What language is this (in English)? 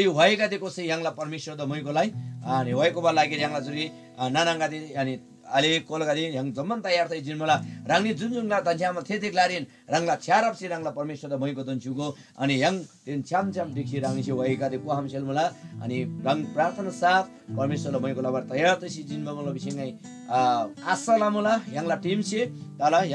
Eastern Tamang